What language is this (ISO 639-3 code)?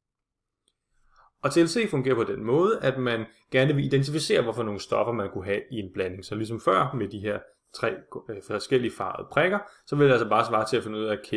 dan